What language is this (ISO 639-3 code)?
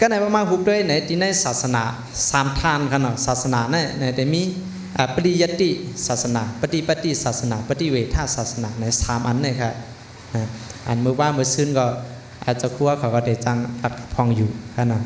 shn